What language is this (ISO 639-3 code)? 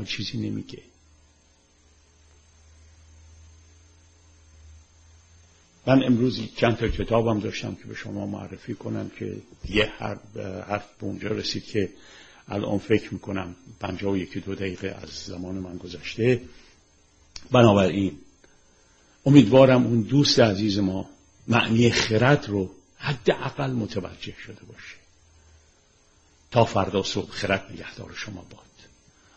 fas